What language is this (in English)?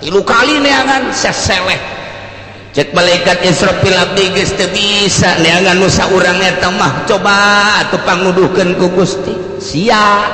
Sundanese